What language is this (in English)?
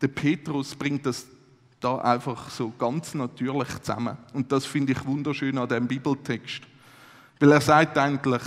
Swiss German